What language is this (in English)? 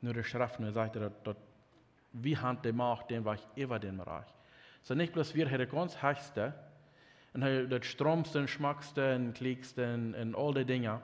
Plautdietsch